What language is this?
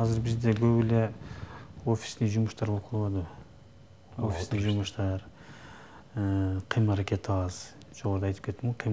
Kyrgyz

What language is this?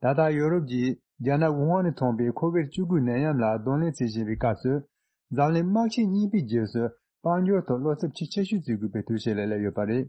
Tibetan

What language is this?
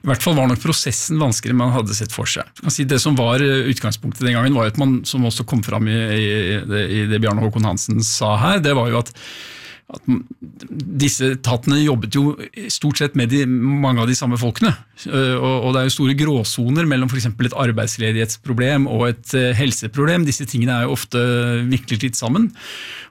Norwegian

